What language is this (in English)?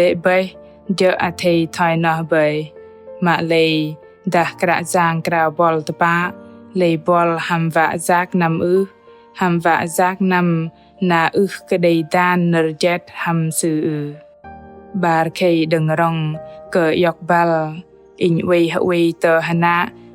Bahnar